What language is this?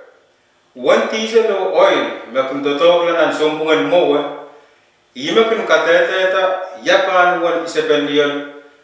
Pohnpeian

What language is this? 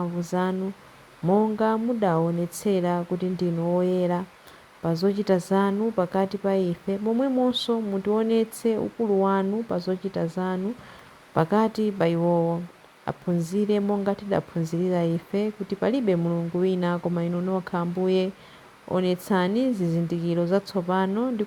Nyanja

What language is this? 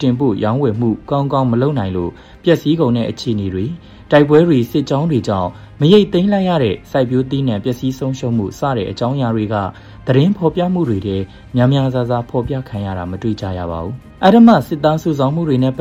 Burmese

